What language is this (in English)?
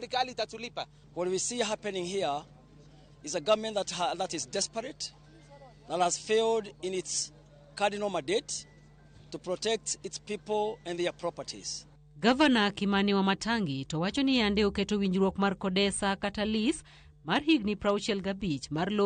Luo (Kenya and Tanzania)